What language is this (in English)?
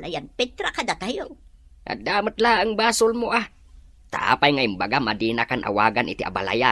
Iloko